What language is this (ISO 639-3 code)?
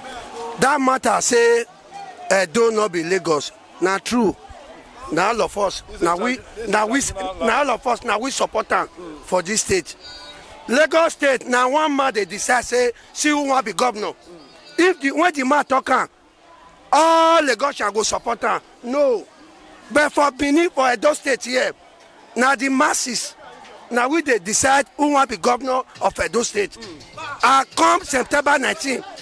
pcm